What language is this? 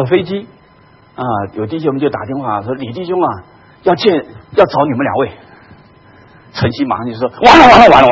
Chinese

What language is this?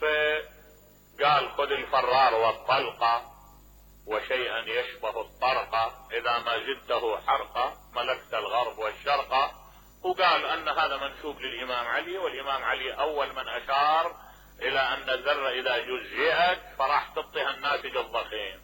Mesopotamian Arabic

